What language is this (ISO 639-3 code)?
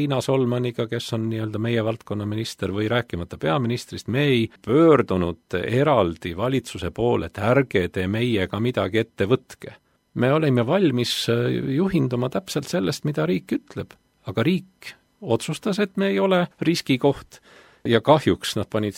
est